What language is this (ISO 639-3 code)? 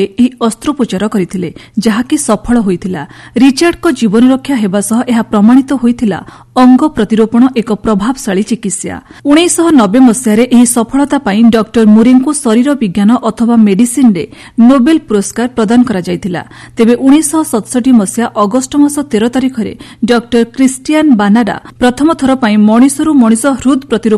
ori